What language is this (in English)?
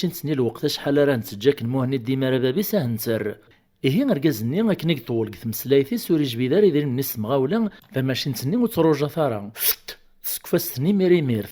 Kabyle